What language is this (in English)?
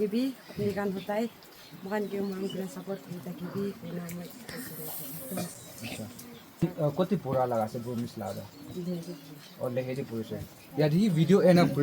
Naga Pidgin